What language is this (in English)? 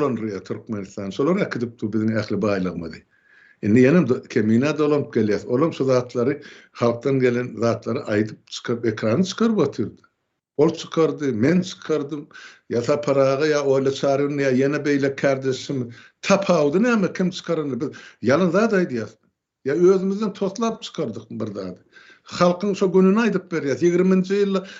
Turkmen